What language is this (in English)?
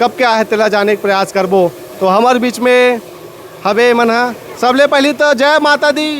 Chhattisgarhi